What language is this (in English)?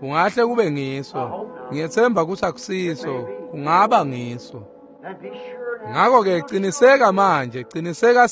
Swati